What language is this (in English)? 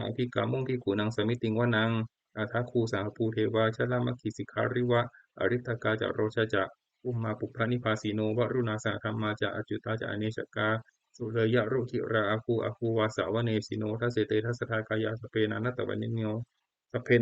Pali